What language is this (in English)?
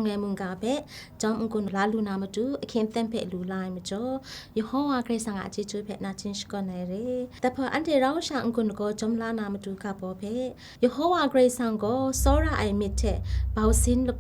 Kachin